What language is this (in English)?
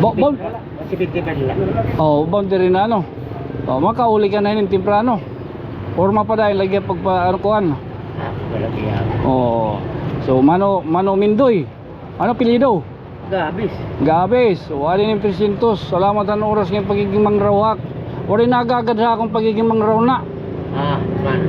Waray